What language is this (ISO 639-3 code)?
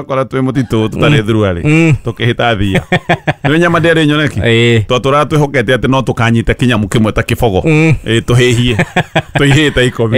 kik